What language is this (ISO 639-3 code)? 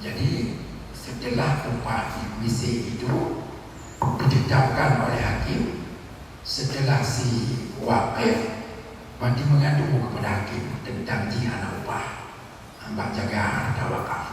ace